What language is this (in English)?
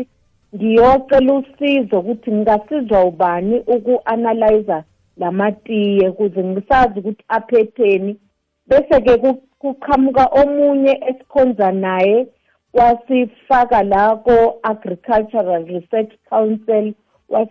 South Ndebele